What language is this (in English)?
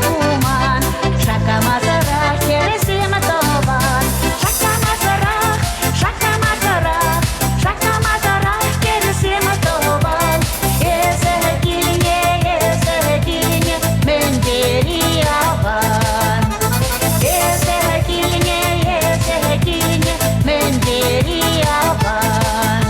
Chuvash